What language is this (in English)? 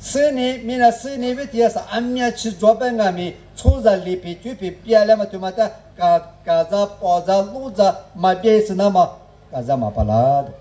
Lisu